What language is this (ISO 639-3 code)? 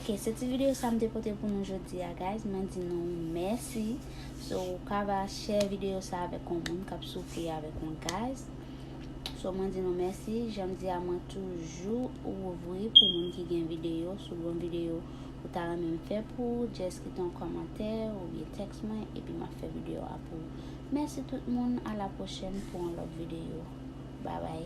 hat